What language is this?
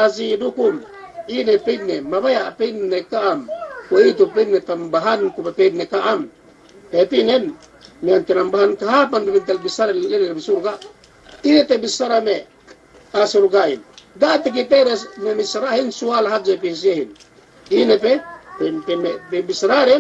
Yakan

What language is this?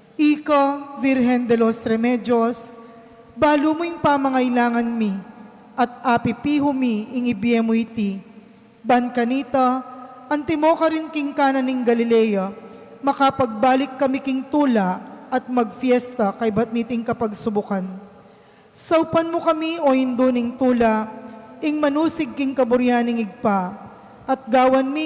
Pampanga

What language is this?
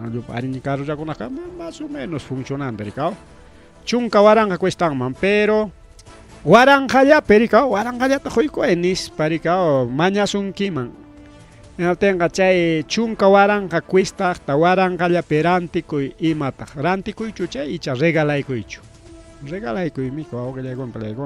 Ayacucho Quechua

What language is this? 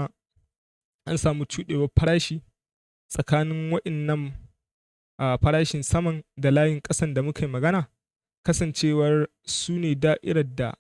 Hausa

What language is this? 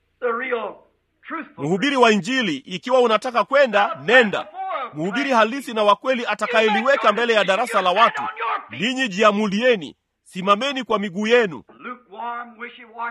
Swahili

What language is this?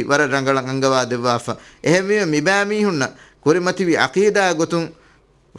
Divehi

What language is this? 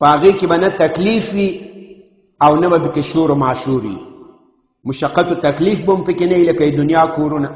Pashto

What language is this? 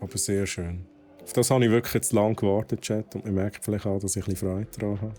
Swiss German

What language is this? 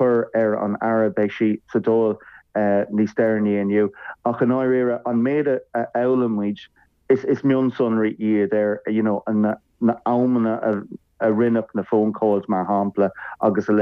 Irish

